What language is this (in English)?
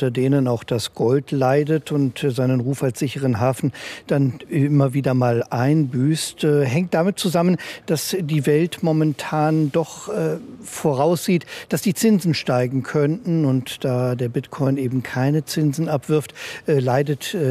German